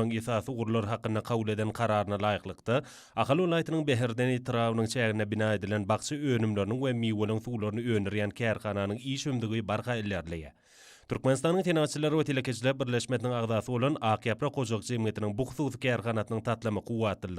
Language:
Turkmen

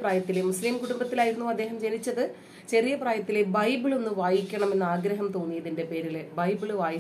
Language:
Malayalam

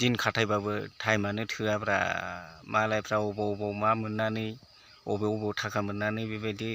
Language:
Bodo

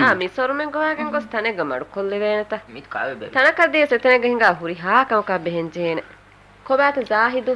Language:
Divehi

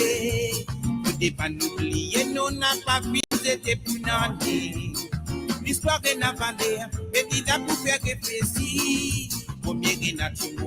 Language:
Morisyen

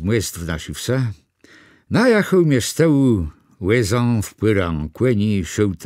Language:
Kashubian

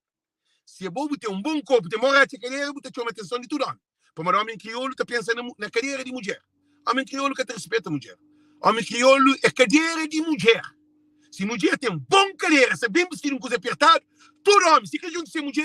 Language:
Kabuverdianu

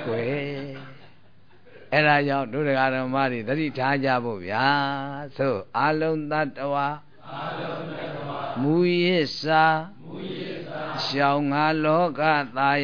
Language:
Burmese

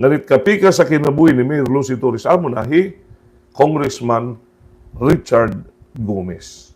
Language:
Waray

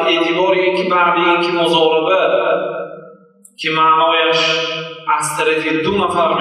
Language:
Persian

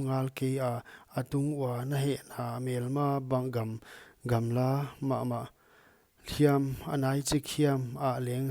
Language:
Paite Chin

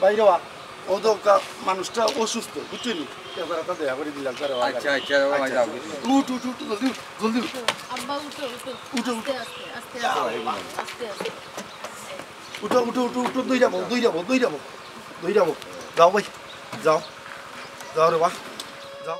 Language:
Sylheti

